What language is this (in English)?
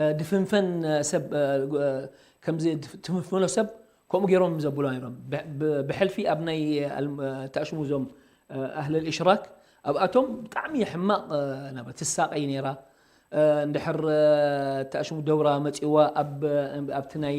Tigrinya